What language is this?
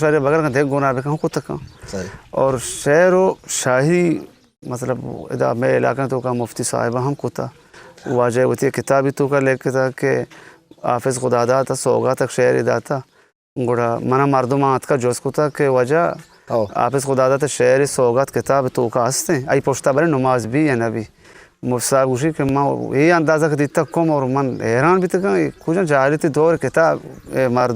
Eastern Balochi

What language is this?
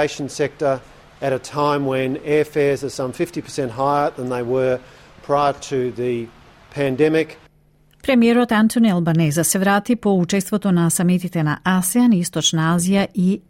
Macedonian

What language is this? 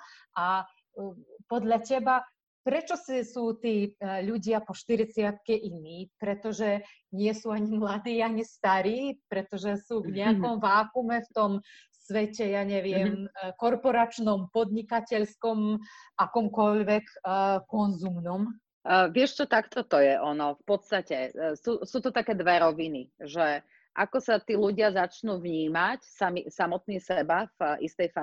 Slovak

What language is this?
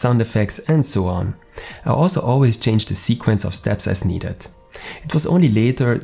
English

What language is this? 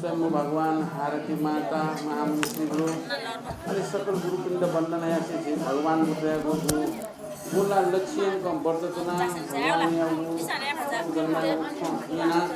Newari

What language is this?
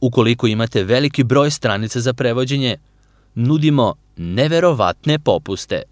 Serbian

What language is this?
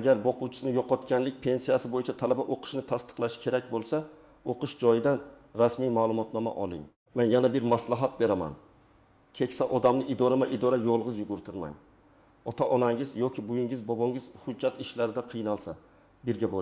Uzbek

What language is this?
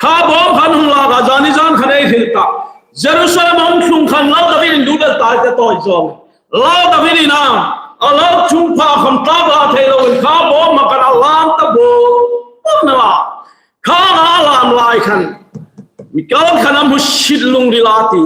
Hmar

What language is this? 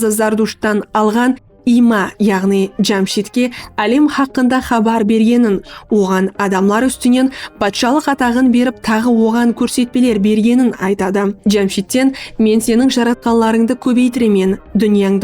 Kara-Kalpak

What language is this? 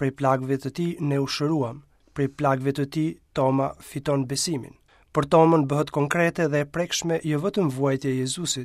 Albanian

